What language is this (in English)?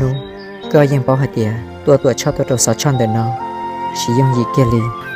Hmong